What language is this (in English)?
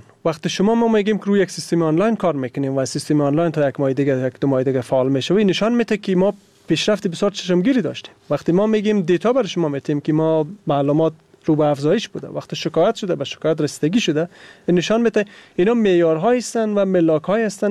Persian